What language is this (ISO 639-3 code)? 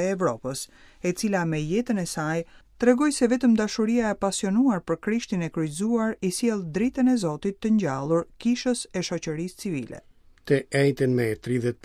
sqi